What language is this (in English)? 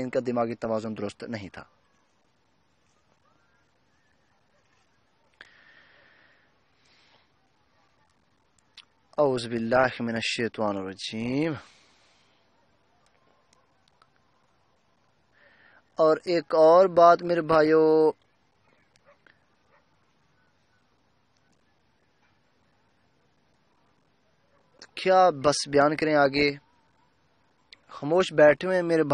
Urdu